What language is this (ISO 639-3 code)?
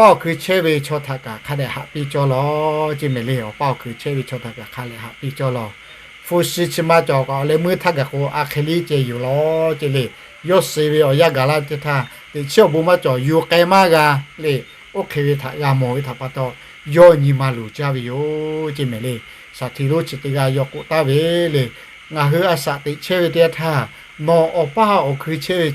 lhu